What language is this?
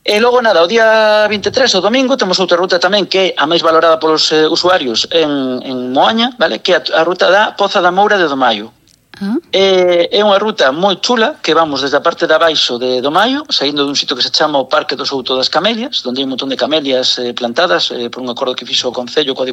Galician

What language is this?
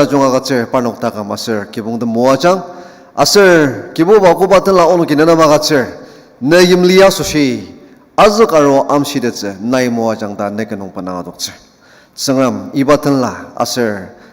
Ao Naga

